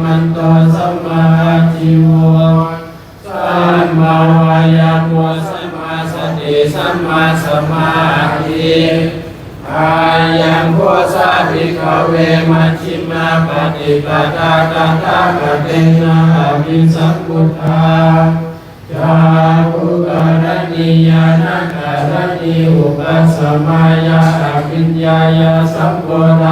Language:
Pali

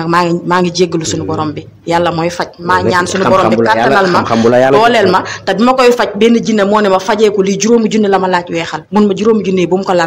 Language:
Wolof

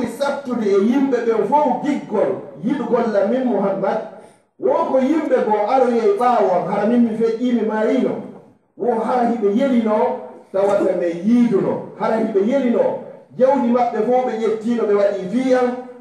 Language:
Fula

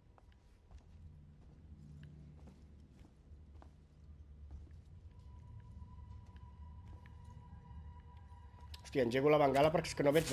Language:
Catalan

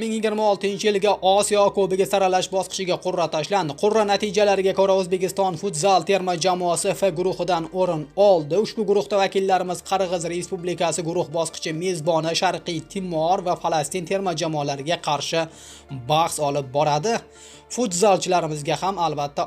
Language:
Uzbek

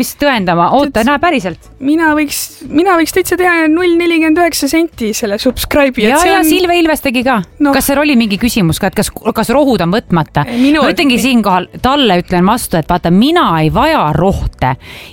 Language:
Estonian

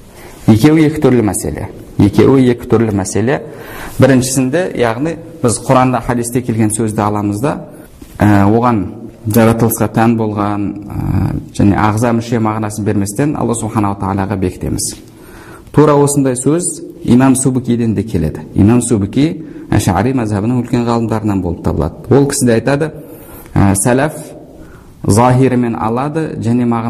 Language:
Kazakh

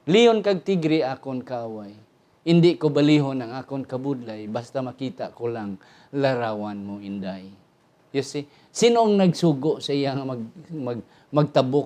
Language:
Hiligaynon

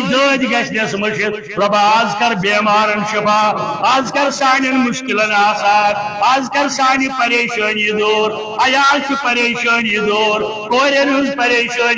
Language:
Kashmiri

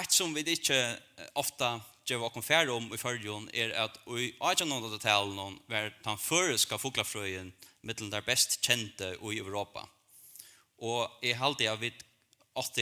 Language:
Faroese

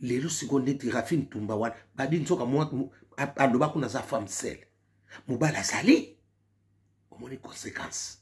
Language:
Lingala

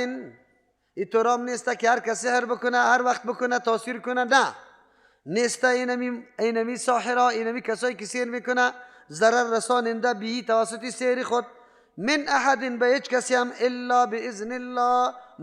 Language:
Persian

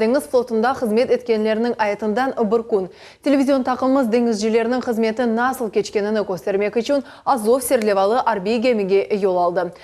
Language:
Crimean Tatar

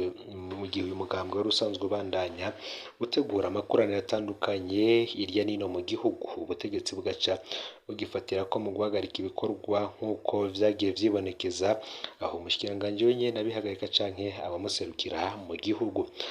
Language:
Rundi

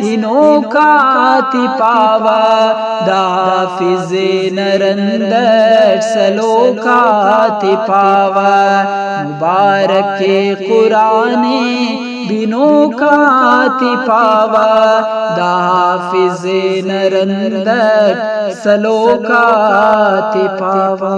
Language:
Brahui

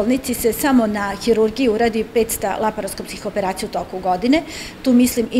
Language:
Serbian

